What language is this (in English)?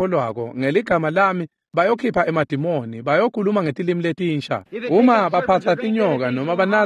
Swati